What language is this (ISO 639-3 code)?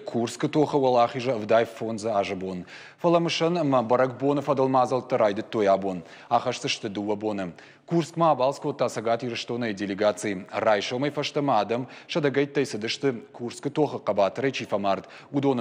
oss